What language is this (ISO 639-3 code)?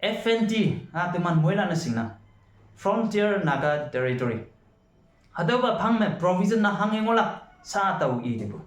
nbe